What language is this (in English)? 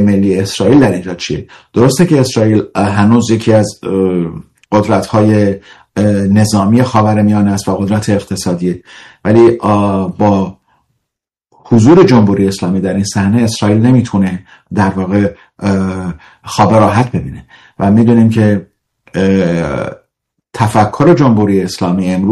Persian